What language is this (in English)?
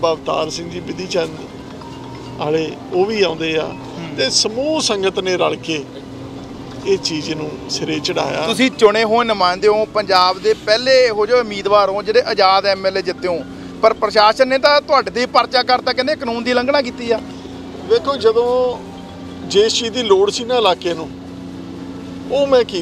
Punjabi